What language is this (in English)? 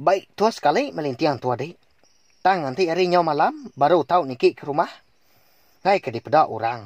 Iban